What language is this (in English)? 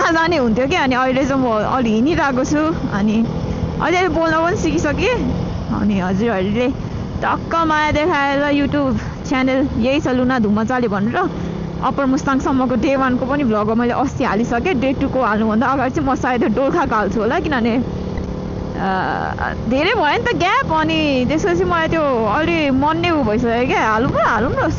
Nepali